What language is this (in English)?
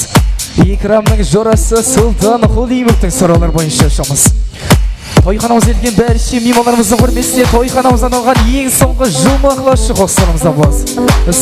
Kara-Kalpak